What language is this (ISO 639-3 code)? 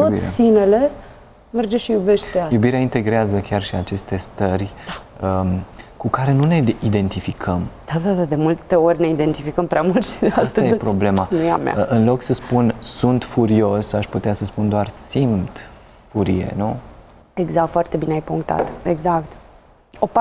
ron